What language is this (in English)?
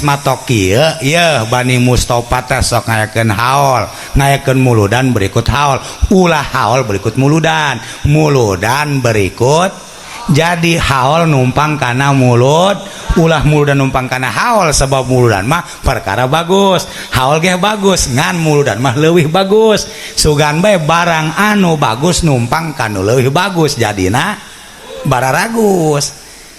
Sundanese